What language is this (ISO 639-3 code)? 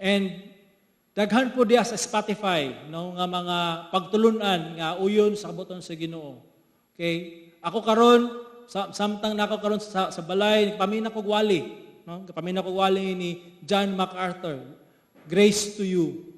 ceb